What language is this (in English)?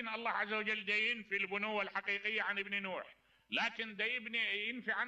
Mesopotamian Arabic